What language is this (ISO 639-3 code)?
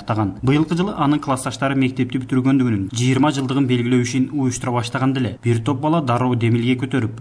kir